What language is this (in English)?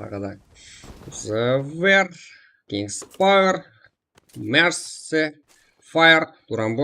Kara-Kalpak